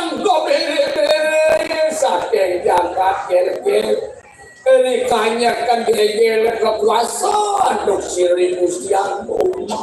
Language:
Balinese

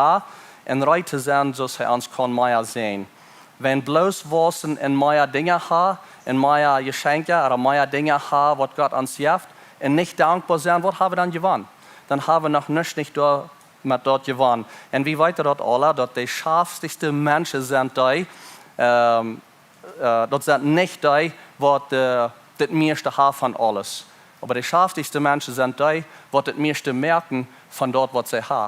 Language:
Plautdietsch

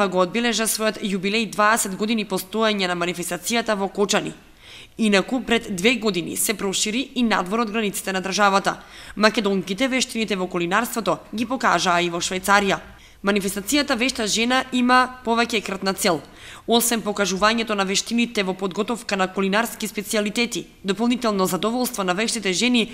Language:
Macedonian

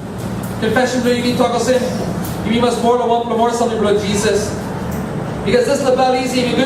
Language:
Tok Pisin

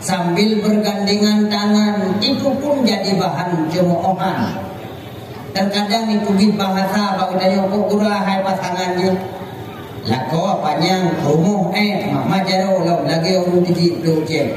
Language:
Achinese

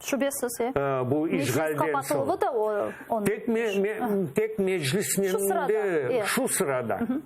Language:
Crimean Tatar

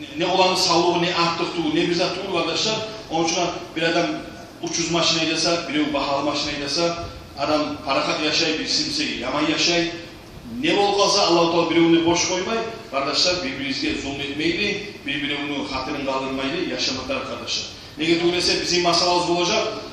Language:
Kumyk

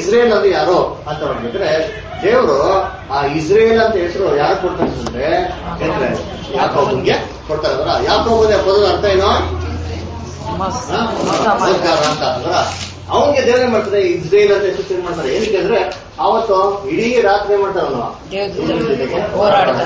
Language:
Kannada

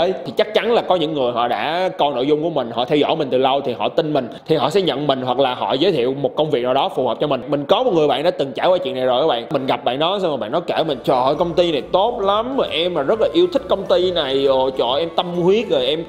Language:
Vietnamese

